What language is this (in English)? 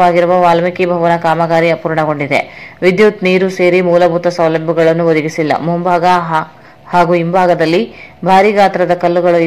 Kannada